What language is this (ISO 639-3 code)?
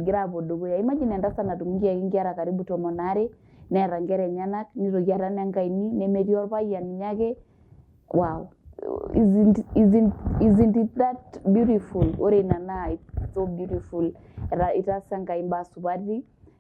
mas